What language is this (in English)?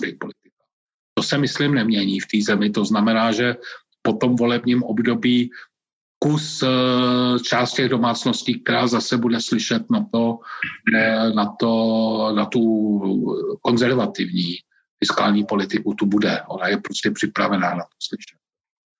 Czech